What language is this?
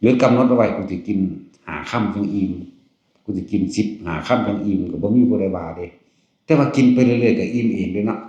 Northeastern Thai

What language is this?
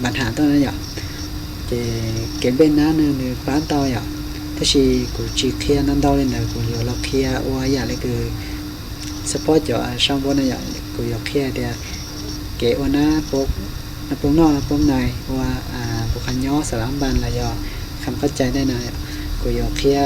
Hmong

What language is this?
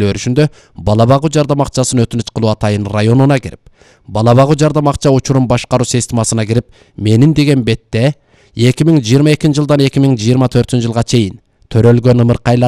Kyrgyz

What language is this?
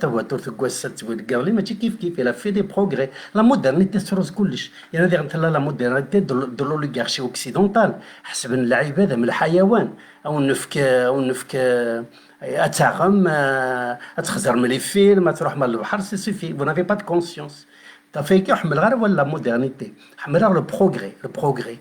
Kabyle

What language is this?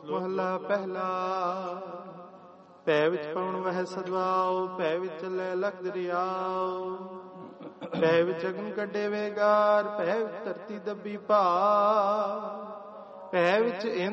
Punjabi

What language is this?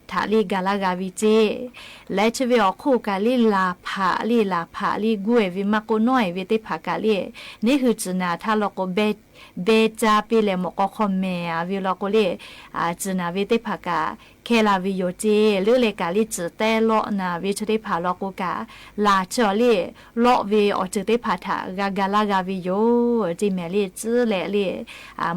Lahu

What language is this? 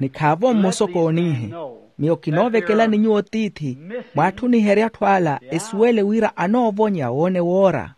Makhuwa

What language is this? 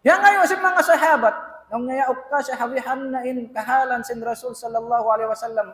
Tausug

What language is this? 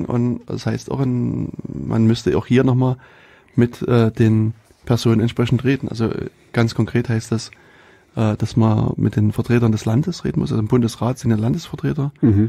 German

